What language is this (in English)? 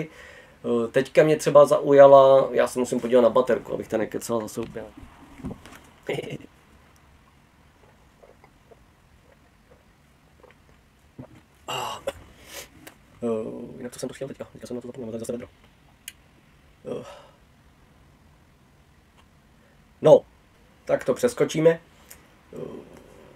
Czech